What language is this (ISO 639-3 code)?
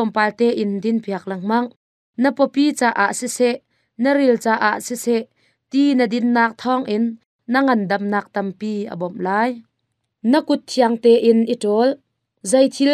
cnh